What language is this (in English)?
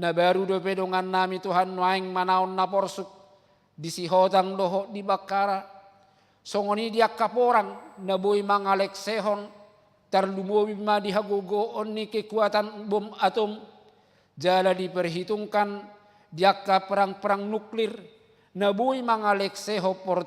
Batak Toba